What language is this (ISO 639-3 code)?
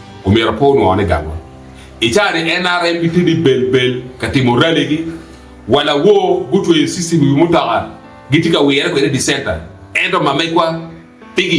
ach